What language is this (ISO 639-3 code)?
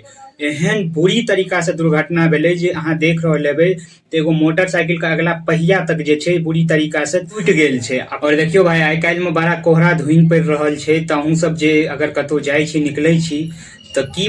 mai